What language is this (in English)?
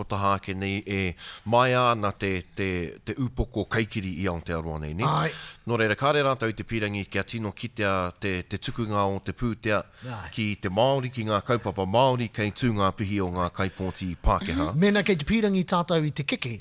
Māori